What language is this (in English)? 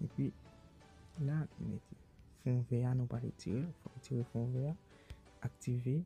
Haitian Creole